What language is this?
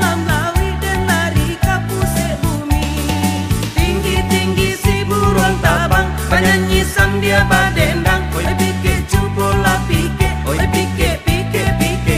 Minangkabau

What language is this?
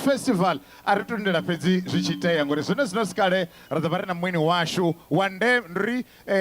Venda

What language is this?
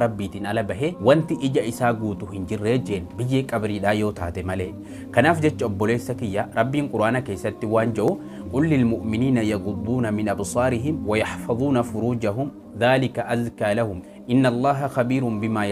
Oromo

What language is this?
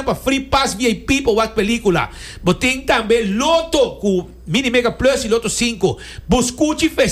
Papiamento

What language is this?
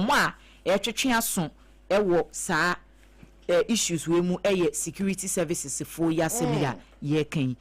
Akan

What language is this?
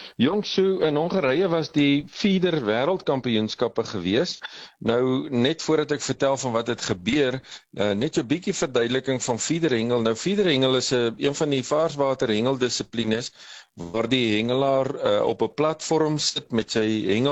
Afrikaans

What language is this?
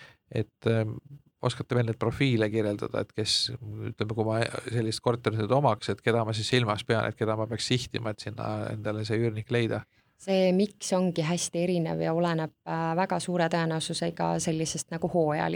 Estonian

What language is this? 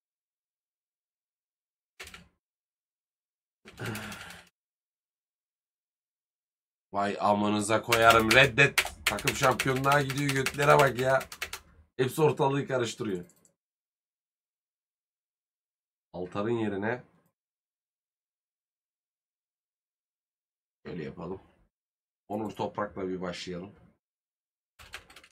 Turkish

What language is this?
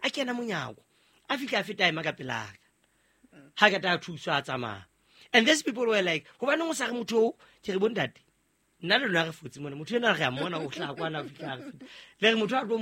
Southern Sotho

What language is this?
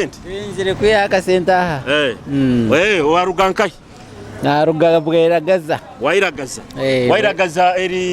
Nyoro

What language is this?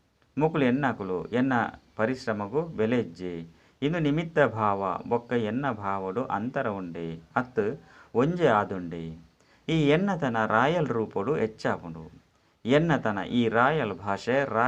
Tulu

